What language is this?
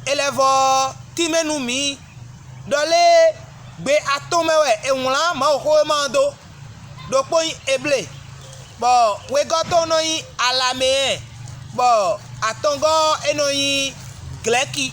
Fon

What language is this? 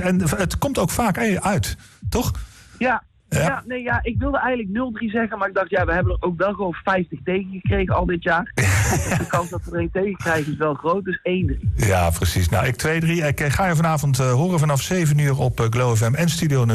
Dutch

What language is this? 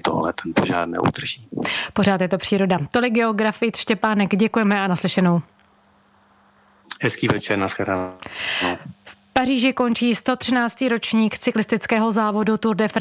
Czech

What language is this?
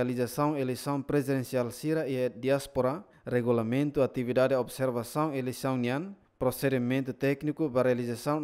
Tetum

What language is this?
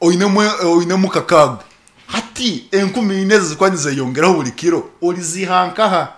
Nyankole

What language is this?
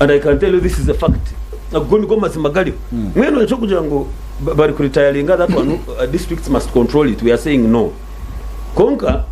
Nyankole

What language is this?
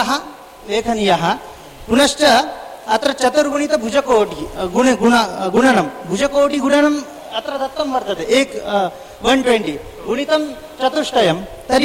Sanskrit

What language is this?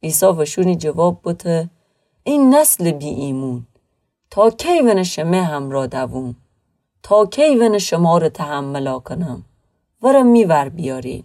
Gilaki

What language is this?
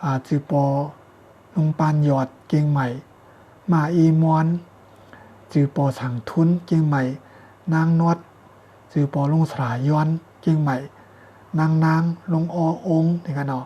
Shan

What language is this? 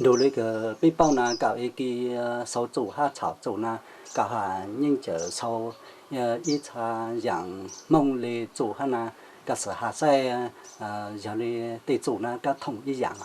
Hmong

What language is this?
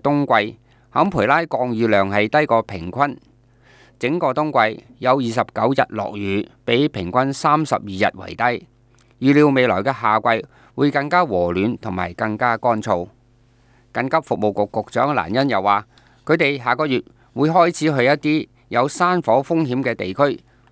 Cantonese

